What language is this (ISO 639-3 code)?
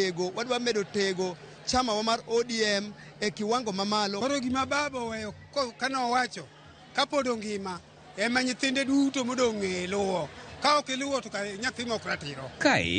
luo